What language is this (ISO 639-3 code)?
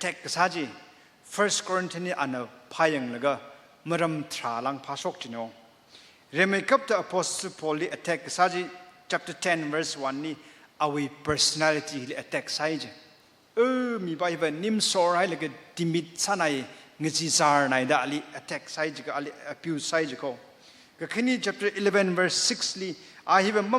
nmf